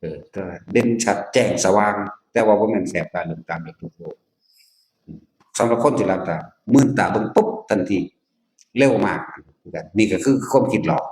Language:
Northeastern Thai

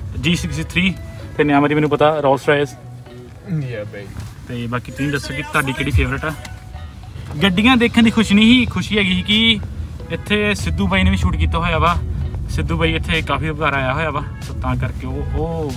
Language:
Punjabi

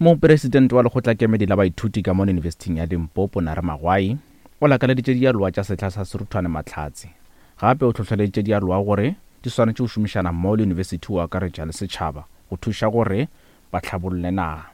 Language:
Northern Sotho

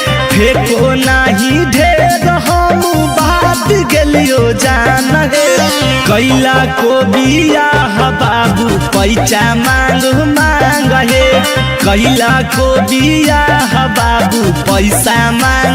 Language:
Magahi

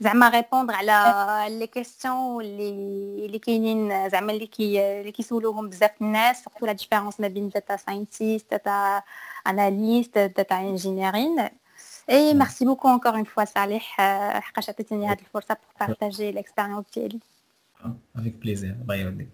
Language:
Moroccan Arabic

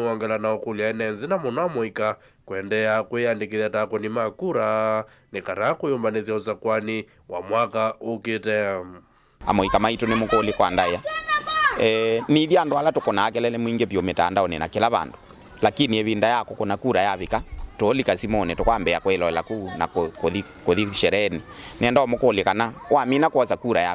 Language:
Kamba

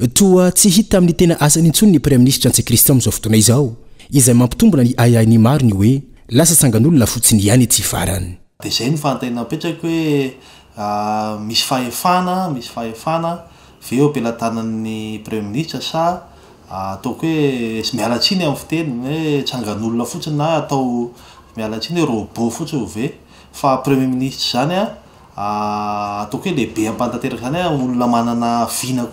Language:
Malagasy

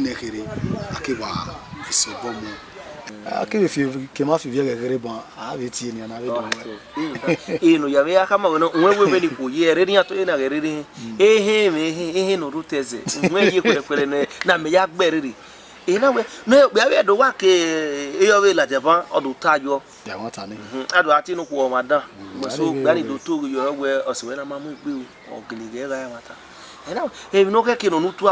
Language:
Bini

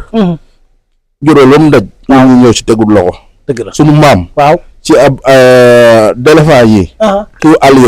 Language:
Wolof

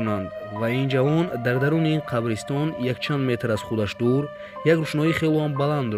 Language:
Tajik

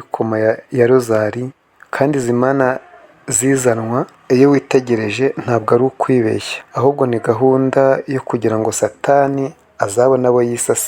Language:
Kinyarwanda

